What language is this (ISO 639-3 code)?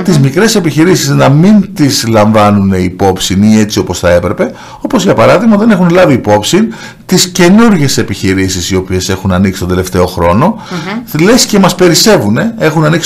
ell